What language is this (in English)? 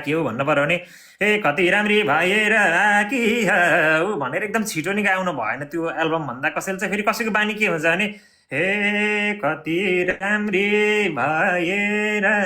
Nepali